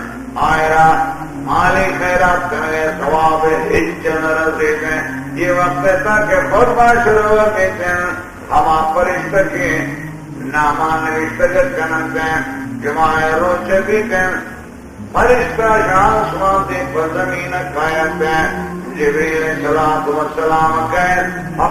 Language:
Baluchi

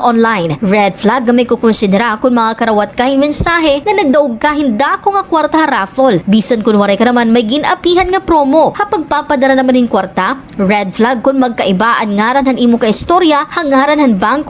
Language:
Waray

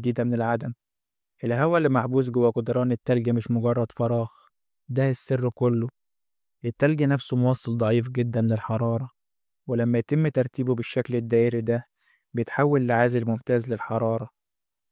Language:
Egyptian Arabic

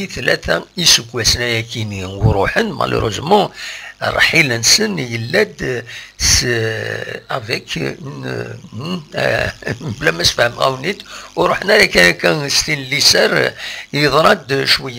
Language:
Kabyle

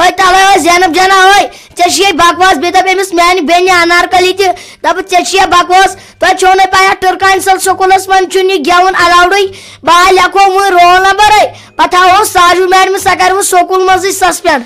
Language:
Kashmiri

